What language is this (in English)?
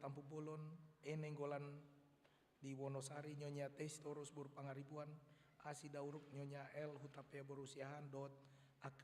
Batak Toba